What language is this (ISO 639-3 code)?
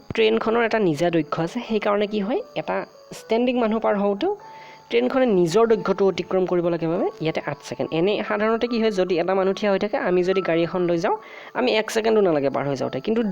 asm